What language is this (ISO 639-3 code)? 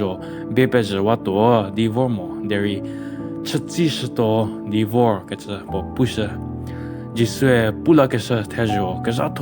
njm